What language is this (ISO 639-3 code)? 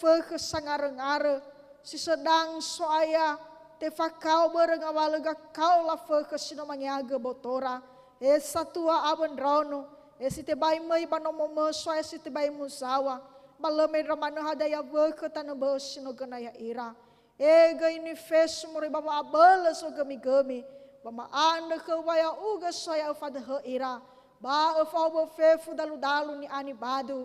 nia